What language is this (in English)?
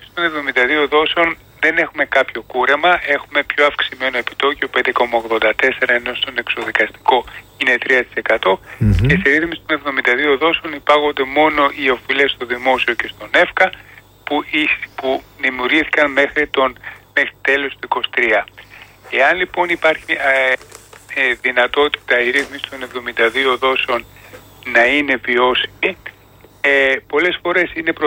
Greek